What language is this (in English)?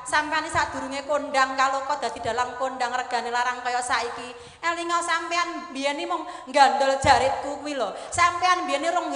Javanese